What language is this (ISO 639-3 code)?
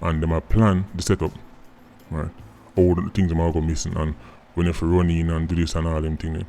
jam